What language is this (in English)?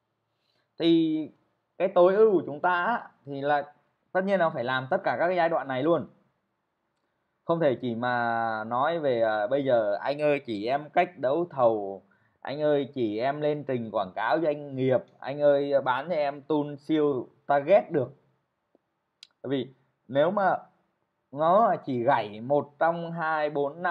Vietnamese